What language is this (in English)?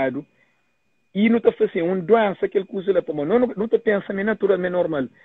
Kabuverdianu